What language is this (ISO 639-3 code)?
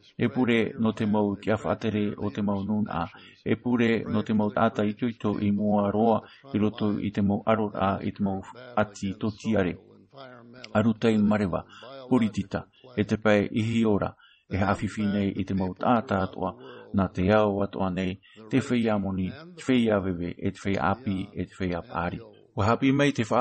tah